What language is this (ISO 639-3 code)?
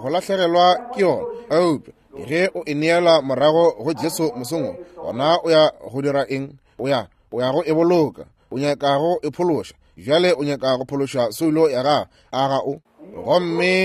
nso